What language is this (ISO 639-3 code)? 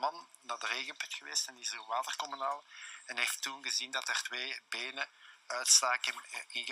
nld